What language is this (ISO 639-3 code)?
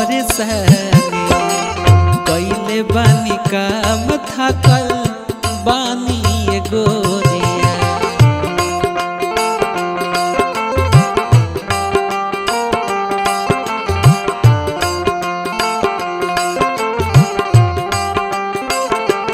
bho